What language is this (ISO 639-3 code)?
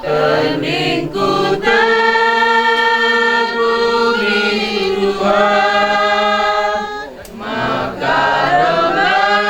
btx